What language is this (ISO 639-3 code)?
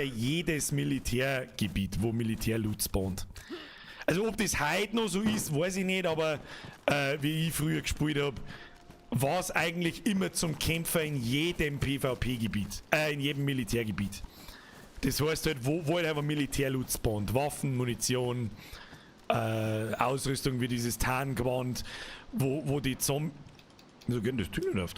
bar